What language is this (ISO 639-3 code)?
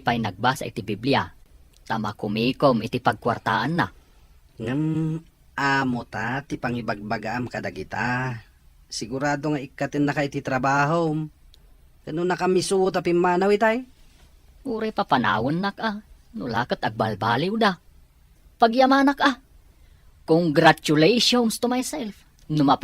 ilo